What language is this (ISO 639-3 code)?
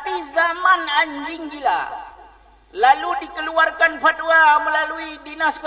ace